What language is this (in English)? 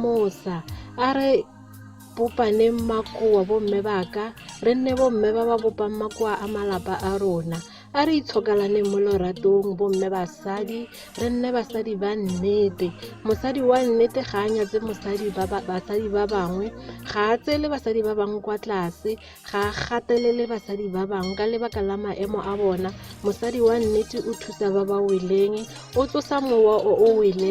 Tswana